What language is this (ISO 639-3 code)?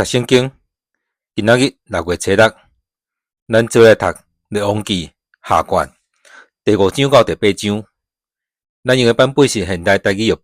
nan